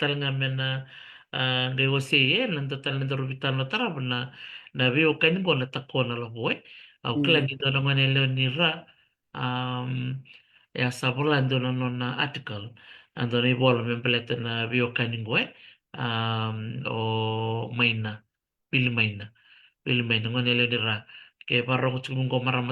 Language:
Fijian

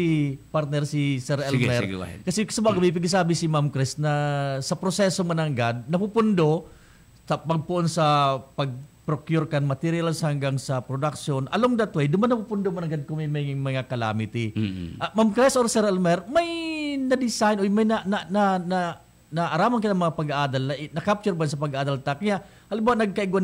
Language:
Bikol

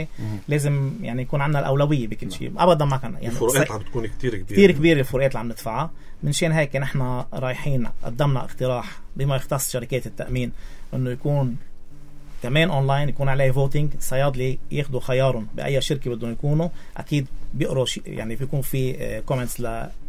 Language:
North Levantine Arabic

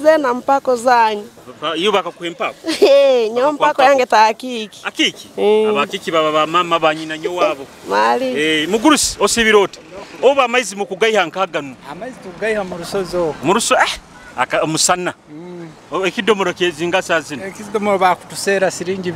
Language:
Nyoro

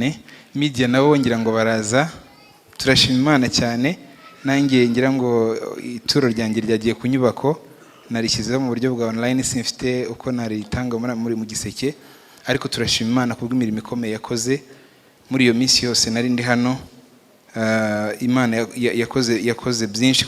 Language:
Kinyarwanda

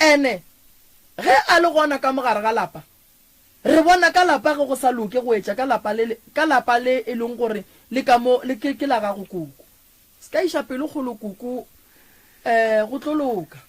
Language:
Northern Sotho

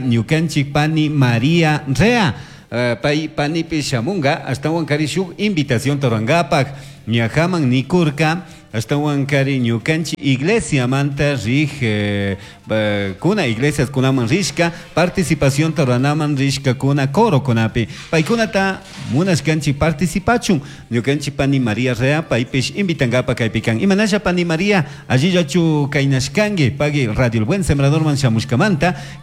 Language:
Chimborazo Highland Quichua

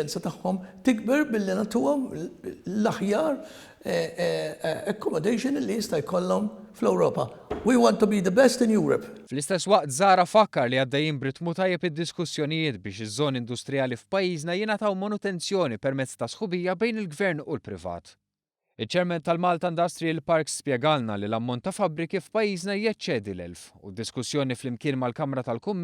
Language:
Maltese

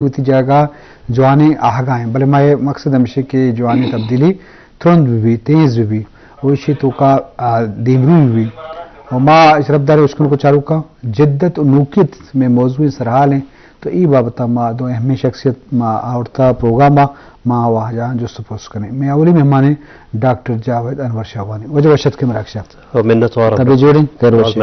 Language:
Eastern Balochi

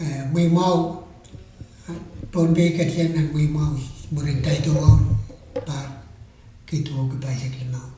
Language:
Pohnpeian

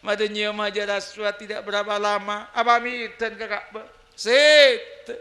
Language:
Madurese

